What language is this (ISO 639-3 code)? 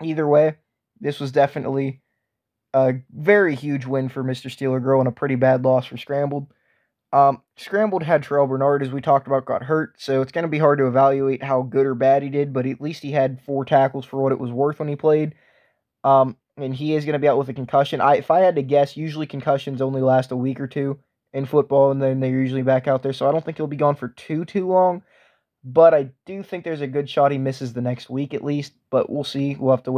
eng